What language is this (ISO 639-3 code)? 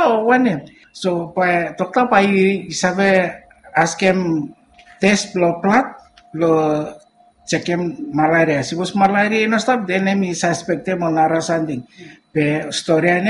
bis